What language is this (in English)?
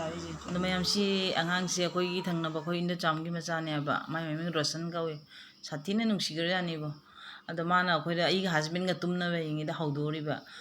Manipuri